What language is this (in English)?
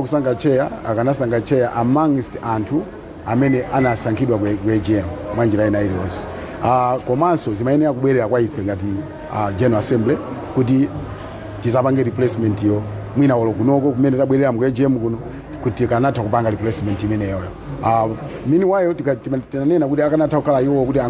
Nyanja